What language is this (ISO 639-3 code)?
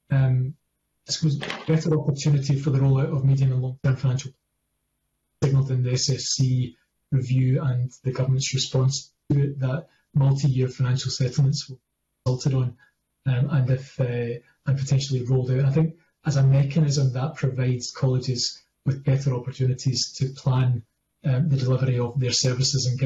eng